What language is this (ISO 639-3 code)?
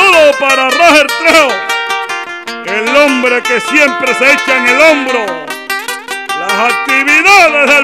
spa